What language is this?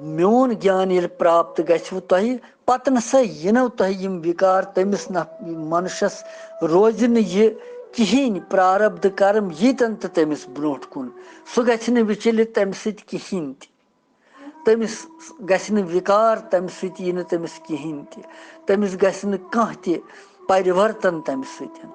Kashmiri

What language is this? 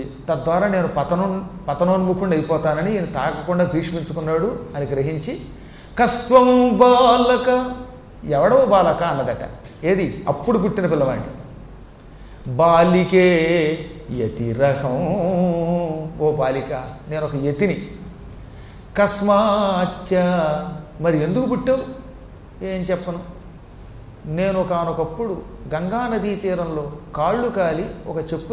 Telugu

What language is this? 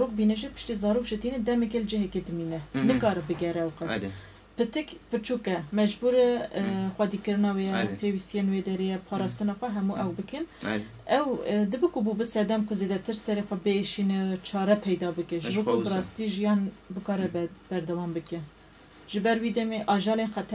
Kurdish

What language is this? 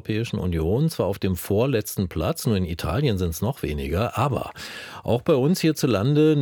German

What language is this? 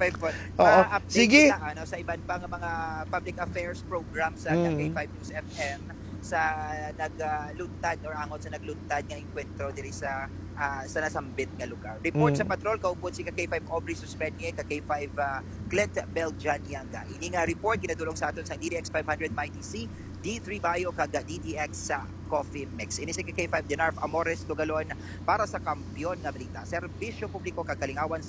Hiligaynon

